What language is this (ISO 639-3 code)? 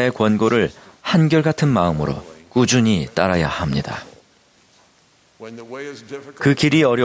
kor